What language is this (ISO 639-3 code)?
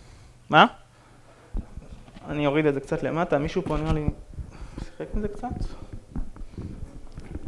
heb